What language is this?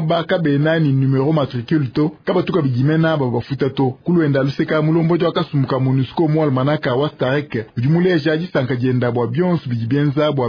Luba-Lulua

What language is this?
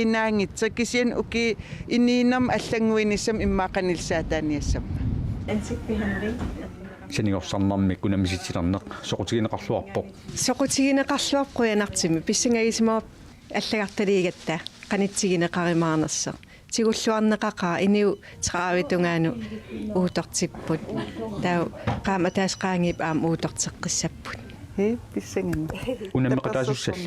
Kalaallisut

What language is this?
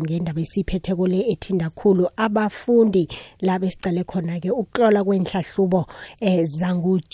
South Ndebele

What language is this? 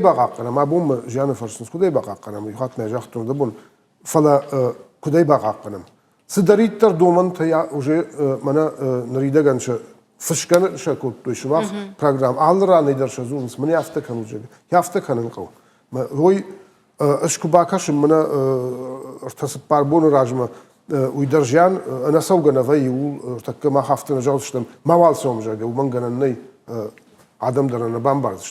Ossetic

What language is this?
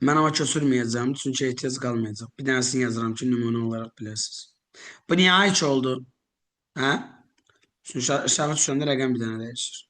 Azerbaijani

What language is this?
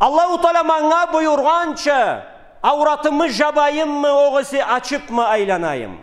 Karachay-Balkar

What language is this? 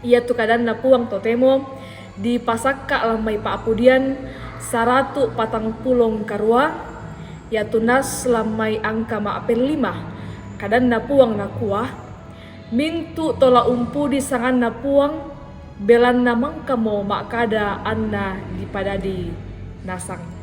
Toraja-Sa'dan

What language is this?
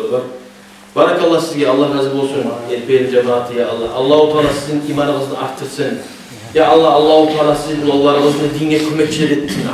Kumyk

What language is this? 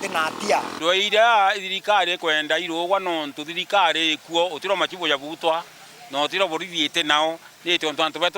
Meru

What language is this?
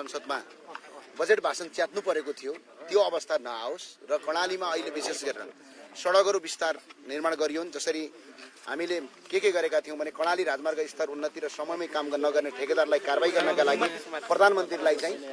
Nepali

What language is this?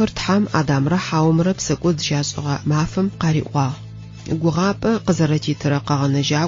Adyghe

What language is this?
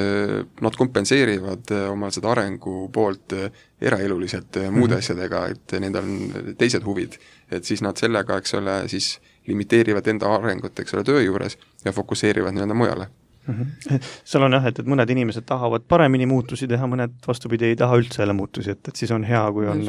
Estonian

